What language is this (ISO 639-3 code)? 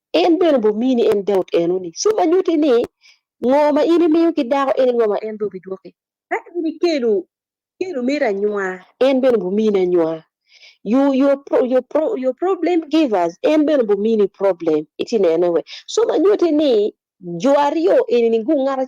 ach